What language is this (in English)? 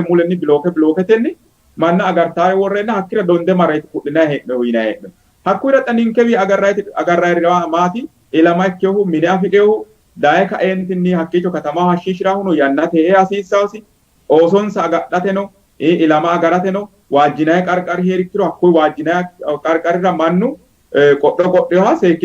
Sidamo